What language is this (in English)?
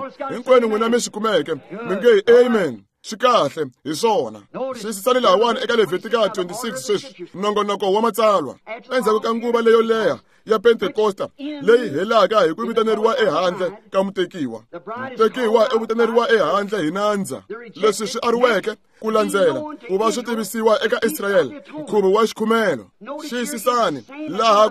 Tsonga